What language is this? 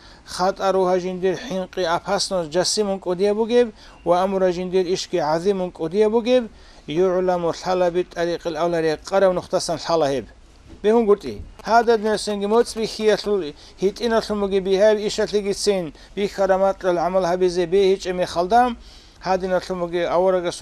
Avaric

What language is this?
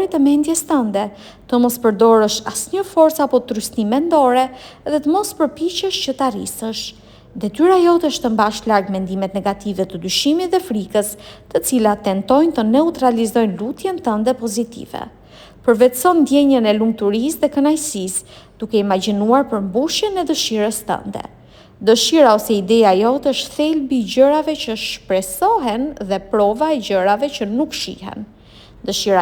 Albanian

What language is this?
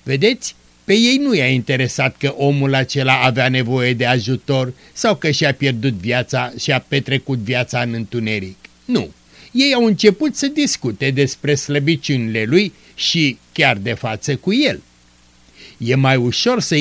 Romanian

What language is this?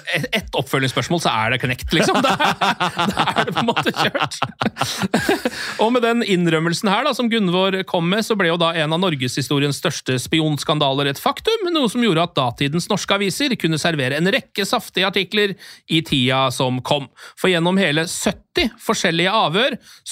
Norwegian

